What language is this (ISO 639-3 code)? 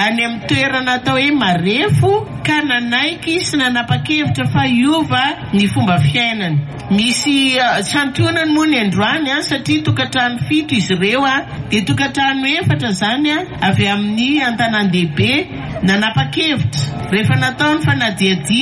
mlg